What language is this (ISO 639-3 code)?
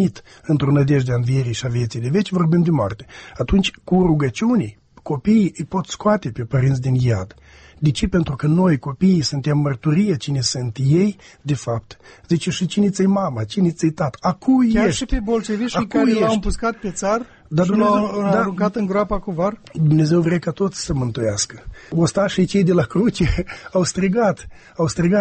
ron